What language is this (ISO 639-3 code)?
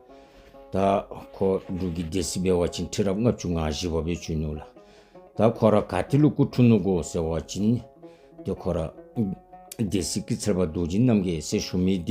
dzo